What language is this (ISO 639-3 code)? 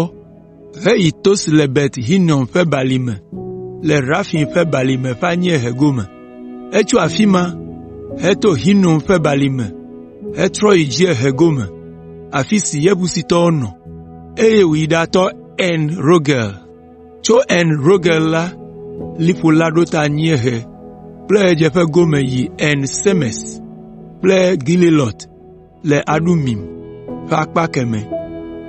ewe